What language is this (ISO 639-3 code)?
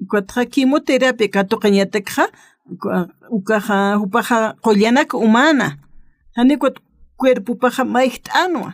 aym